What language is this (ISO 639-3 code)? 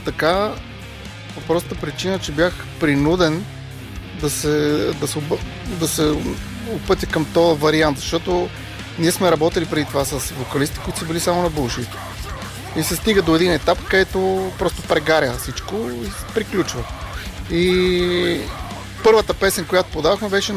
bul